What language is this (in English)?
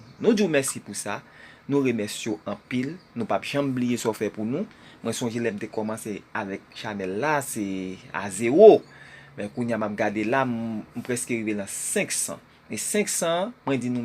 Haitian Creole